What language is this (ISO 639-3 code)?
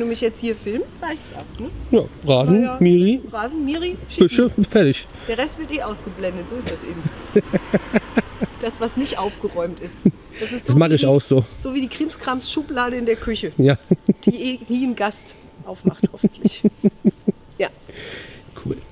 deu